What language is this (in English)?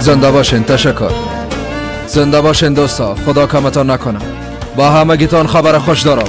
Persian